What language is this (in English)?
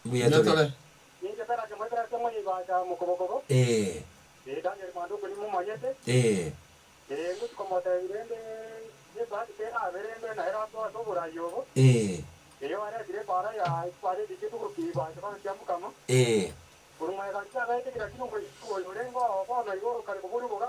Gusii